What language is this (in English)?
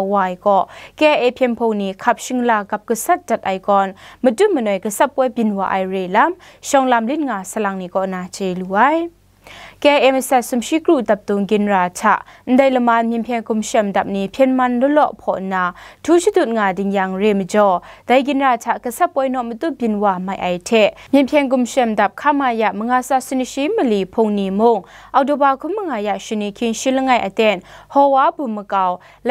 Kachin